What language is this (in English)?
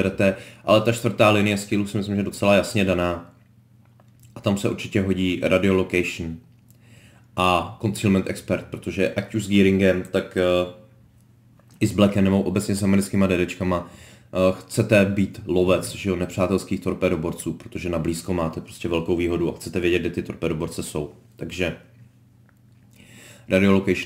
Czech